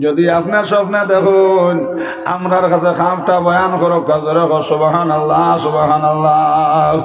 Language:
Sylheti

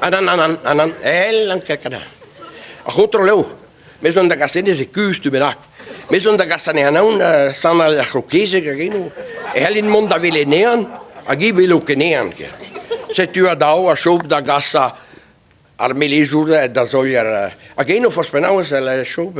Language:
Breton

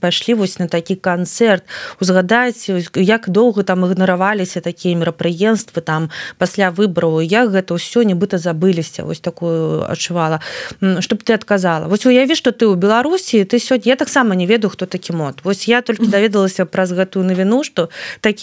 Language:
Belarusian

